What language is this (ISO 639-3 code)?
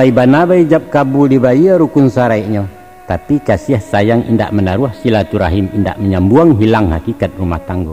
min